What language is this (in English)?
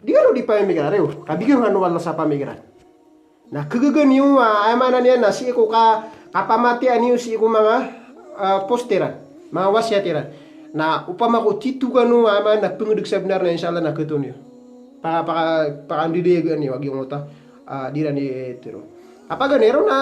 Maranao